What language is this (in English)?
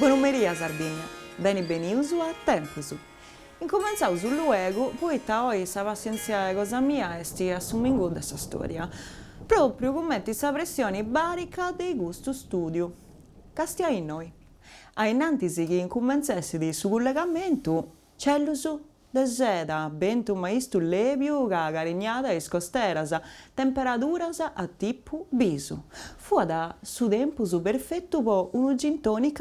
Sardinian